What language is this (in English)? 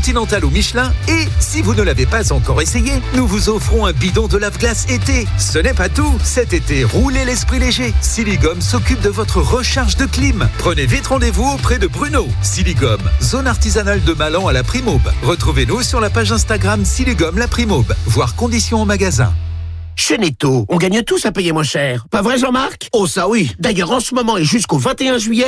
French